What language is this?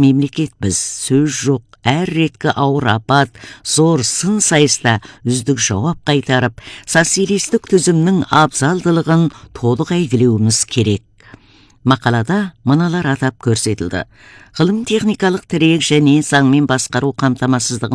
Kazakh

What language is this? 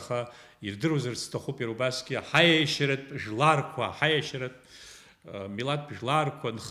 Abkhazian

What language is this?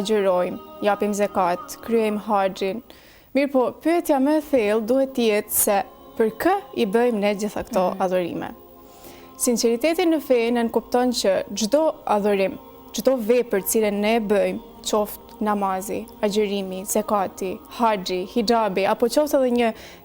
Albanian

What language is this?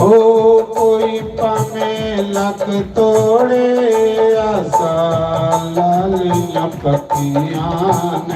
Dogri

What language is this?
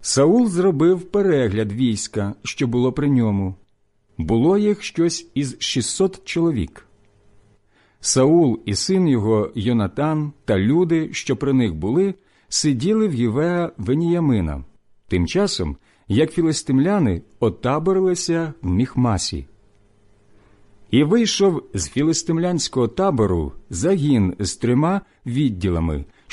Ukrainian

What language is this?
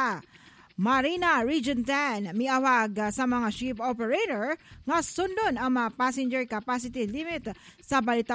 Cebuano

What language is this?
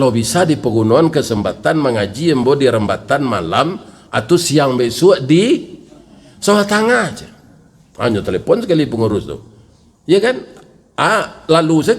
Minangkabau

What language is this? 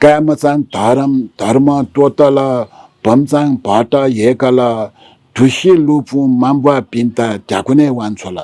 Newari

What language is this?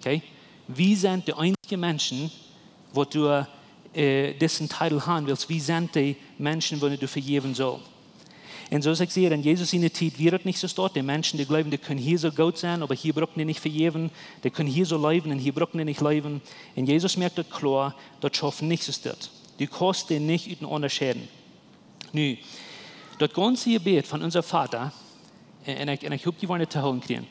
Plautdietsch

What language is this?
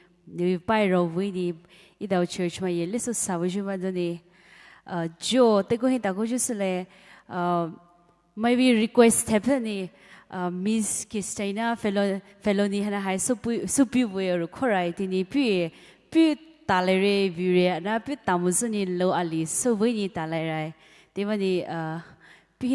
Poumei Naga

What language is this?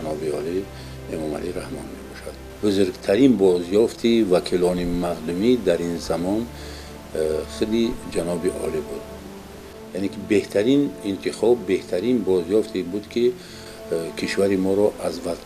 Tajik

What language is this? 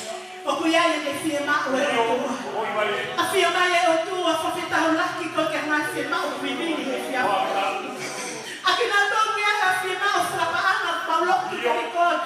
Tongan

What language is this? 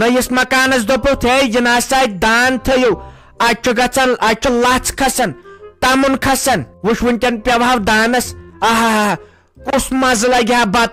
Kashmiri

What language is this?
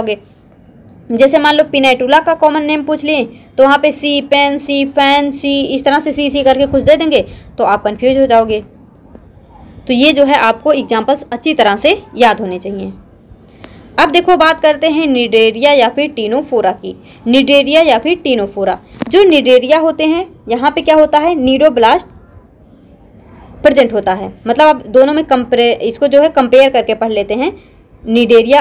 Hindi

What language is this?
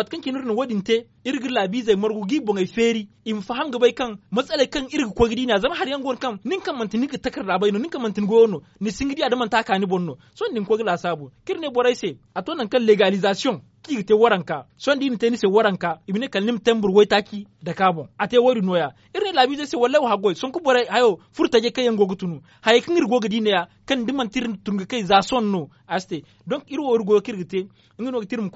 Zarma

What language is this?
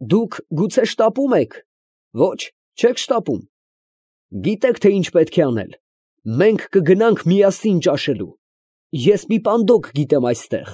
Armenian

